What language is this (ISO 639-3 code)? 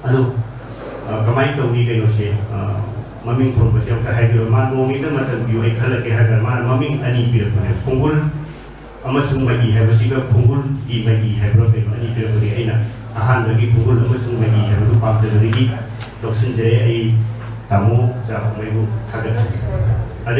mni